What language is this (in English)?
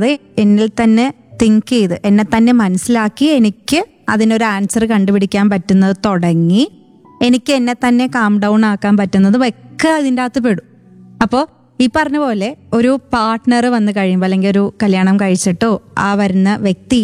Malayalam